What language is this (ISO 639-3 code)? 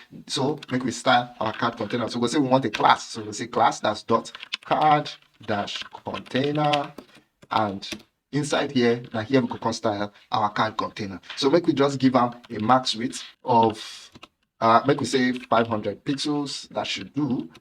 pcm